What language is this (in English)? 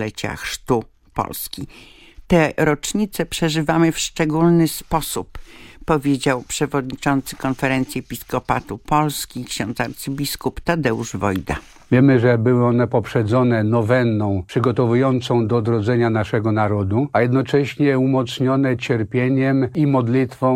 Polish